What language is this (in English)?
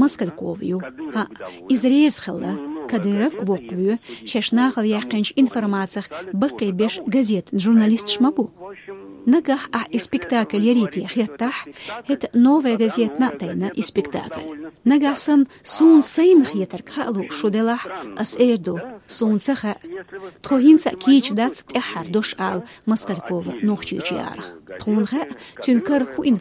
Chechen